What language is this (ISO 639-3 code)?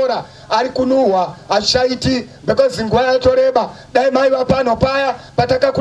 sna